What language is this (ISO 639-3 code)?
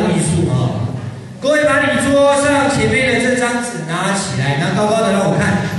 zho